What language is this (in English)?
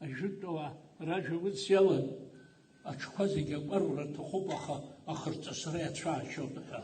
Abkhazian